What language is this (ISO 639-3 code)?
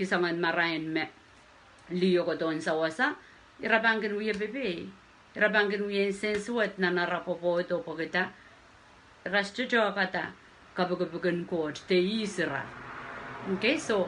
pon